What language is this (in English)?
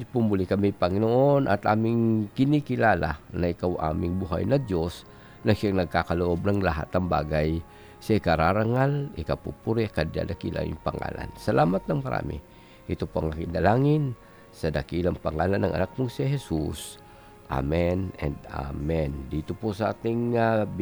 Filipino